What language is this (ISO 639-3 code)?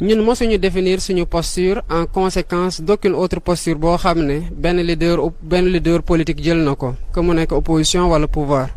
wol